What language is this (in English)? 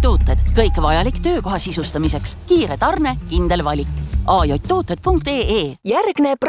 Estonian